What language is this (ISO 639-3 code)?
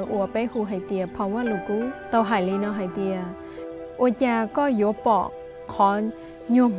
hmn